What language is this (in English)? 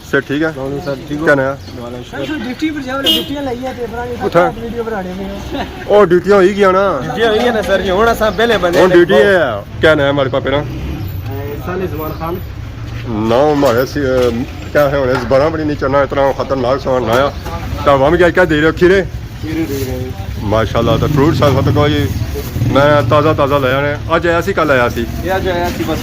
Pahari-Potwari